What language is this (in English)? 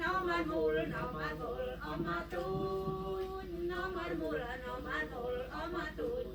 Central Mnong